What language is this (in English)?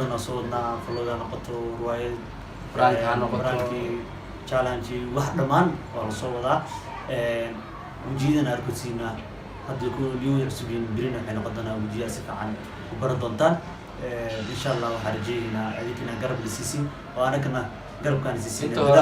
Somali